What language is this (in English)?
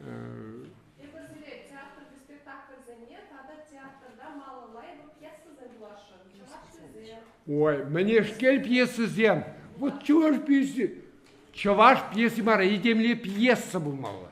Chuvash